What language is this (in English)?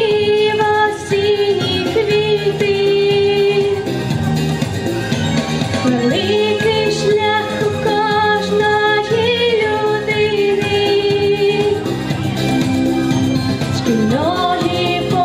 Ukrainian